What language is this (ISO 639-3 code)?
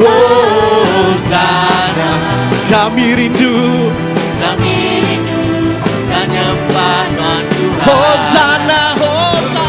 iba